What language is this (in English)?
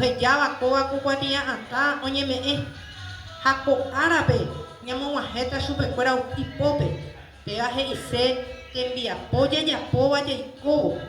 Guarani